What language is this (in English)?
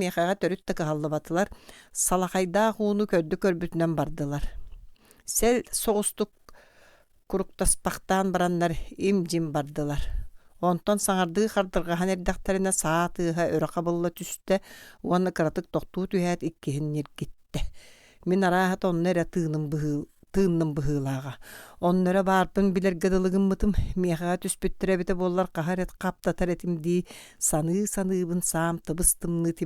Yakut